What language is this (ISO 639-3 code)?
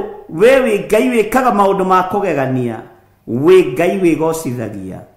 kik